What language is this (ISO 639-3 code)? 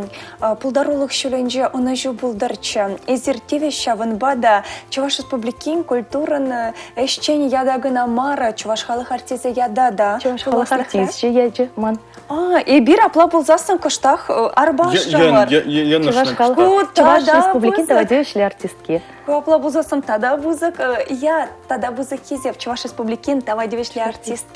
chv